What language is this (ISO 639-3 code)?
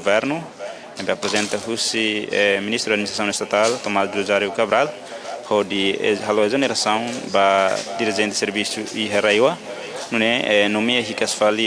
tet